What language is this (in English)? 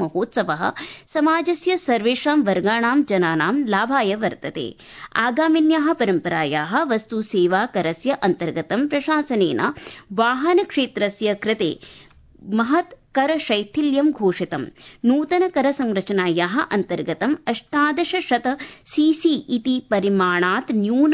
Sanskrit